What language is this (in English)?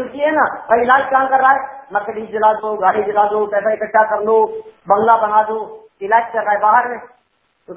Hindi